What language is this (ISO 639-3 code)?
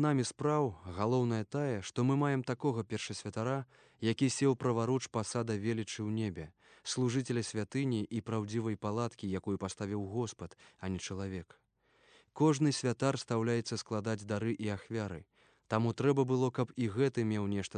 bel